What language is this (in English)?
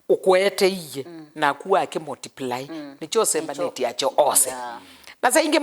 Kamba